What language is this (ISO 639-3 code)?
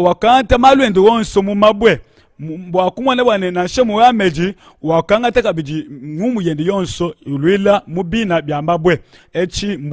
lua